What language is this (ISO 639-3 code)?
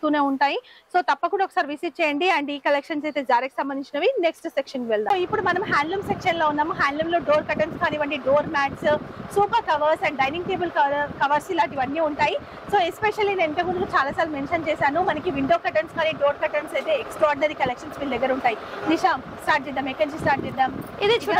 tel